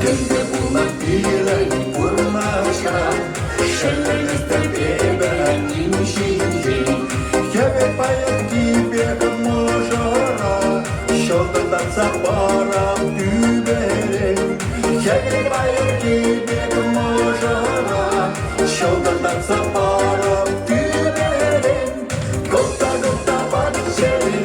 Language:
Chuvash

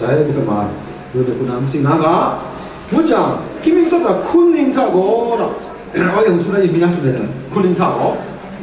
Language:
Kachin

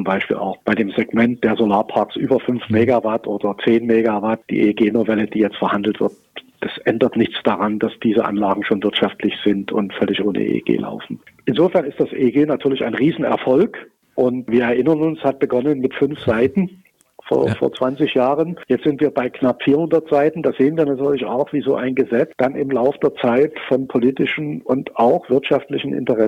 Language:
German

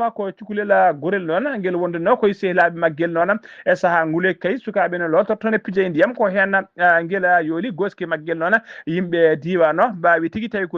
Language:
Fula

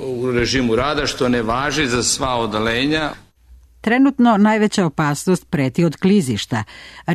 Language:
Serbian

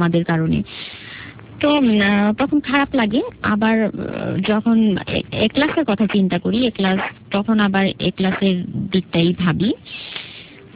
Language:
Bangla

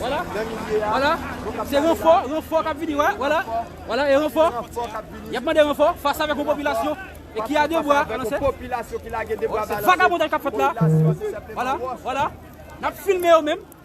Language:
Haitian Creole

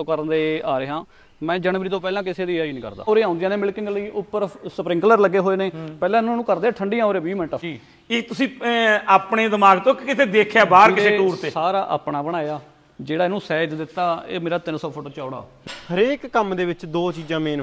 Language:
Punjabi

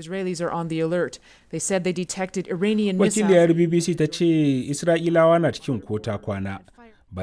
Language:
Hausa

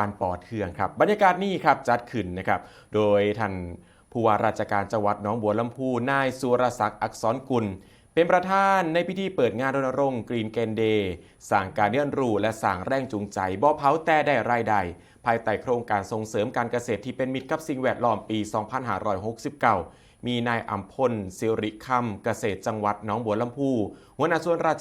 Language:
Northeastern Thai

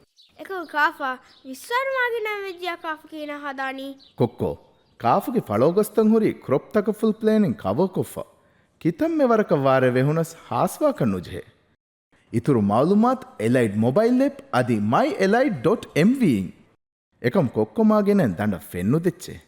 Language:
Divehi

